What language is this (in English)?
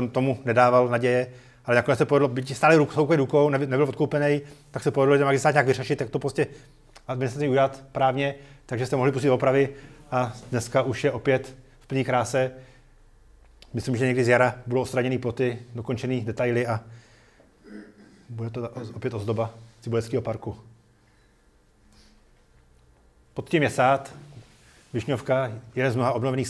Czech